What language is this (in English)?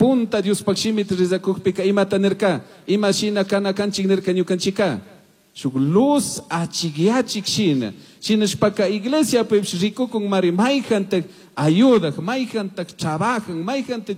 Chimborazo Highland Quichua